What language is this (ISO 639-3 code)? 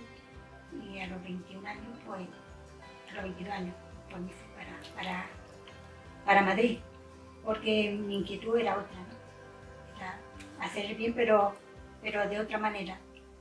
spa